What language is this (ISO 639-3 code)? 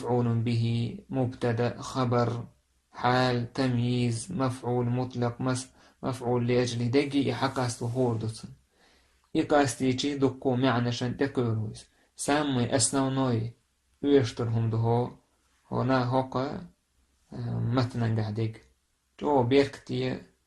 che